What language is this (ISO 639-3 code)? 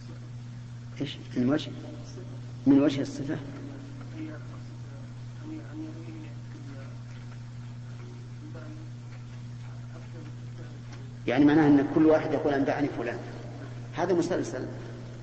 ara